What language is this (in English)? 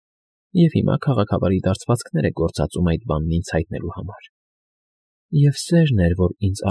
Armenian